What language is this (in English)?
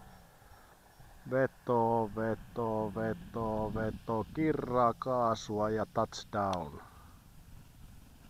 Finnish